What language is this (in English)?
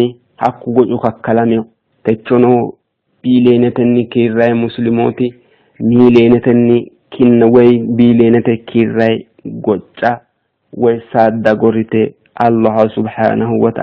Sidamo